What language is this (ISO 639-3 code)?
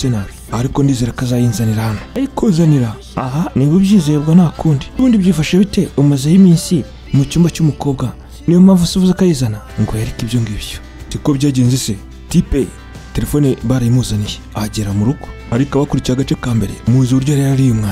kin